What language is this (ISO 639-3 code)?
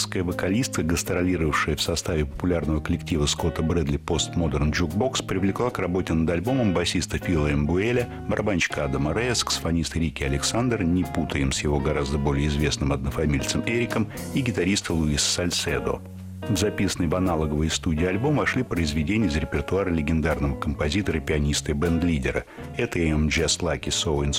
rus